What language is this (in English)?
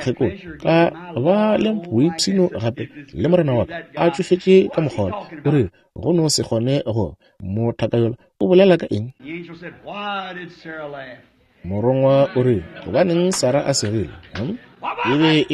Northern Sotho